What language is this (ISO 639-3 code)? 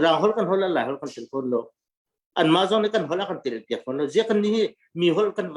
cnh